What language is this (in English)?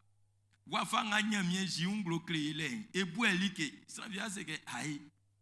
Baoulé